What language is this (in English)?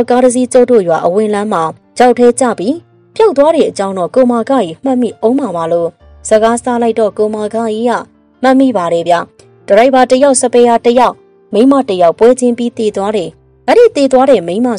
Burmese